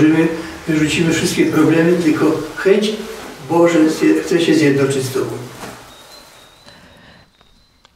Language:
Polish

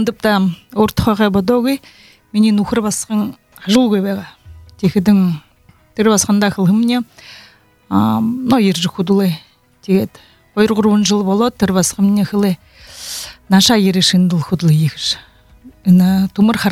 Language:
Buriat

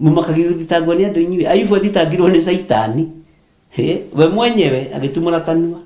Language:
Kikuyu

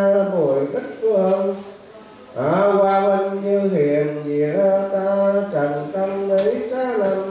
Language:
Vietnamese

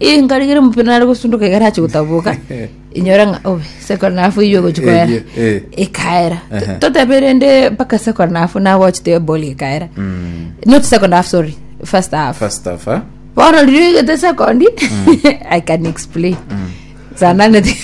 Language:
Gusii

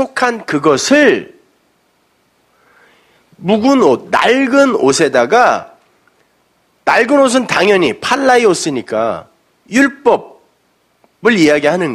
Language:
Korean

